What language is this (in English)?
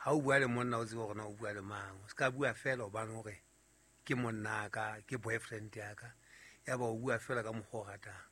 Southern Sotho